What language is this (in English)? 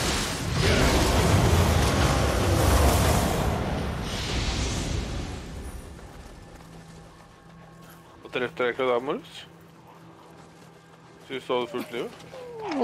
Norwegian